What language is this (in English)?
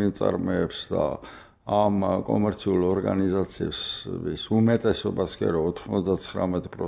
Georgian